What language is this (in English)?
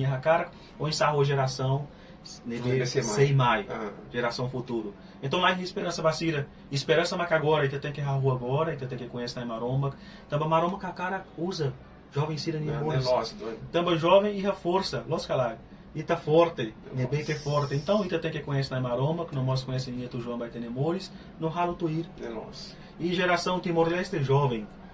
Tetum